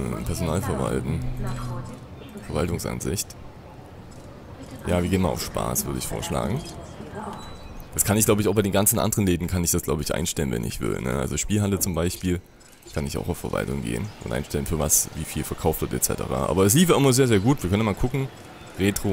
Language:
German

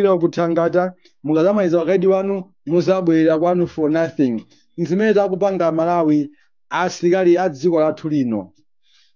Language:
Nyanja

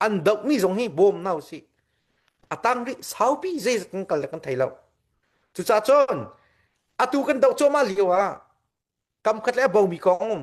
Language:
Hakha Chin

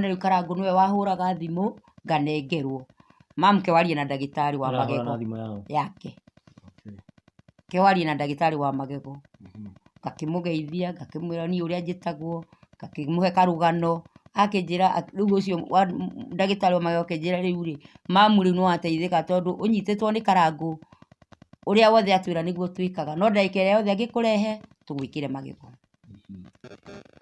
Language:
Kikuyu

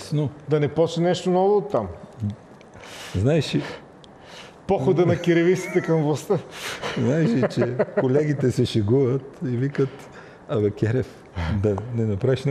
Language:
Bulgarian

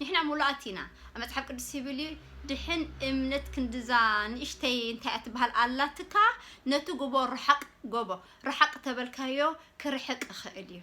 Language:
Tigrinya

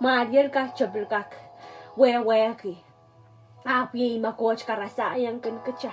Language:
Pohnpeian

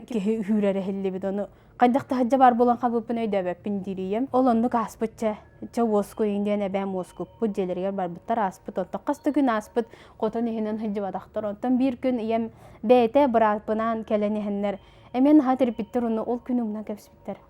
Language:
Yakut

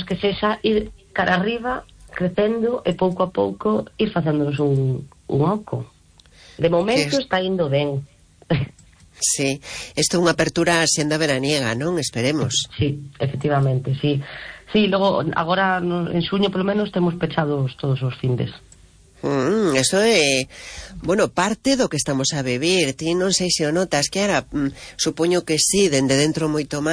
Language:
Galician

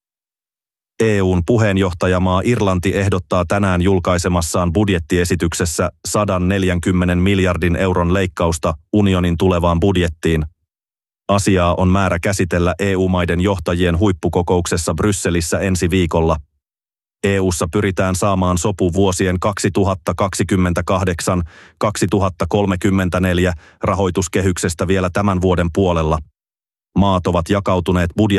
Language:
Finnish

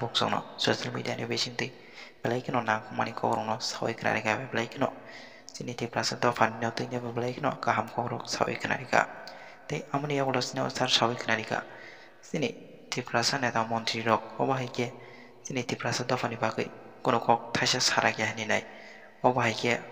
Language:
Kok Borok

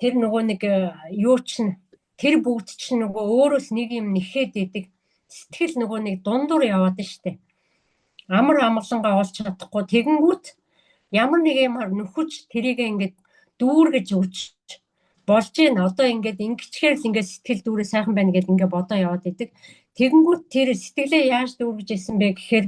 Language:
Mongolian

